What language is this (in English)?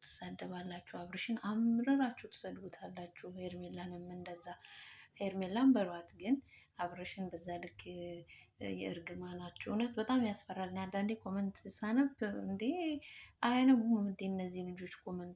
Amharic